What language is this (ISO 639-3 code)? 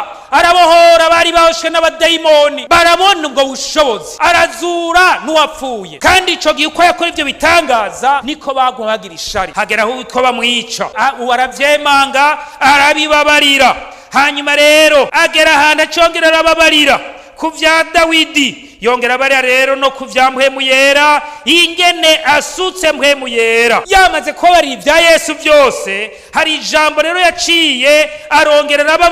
run